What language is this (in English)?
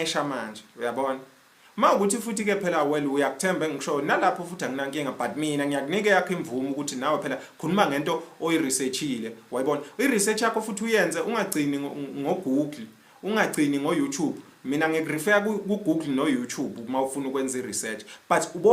Zulu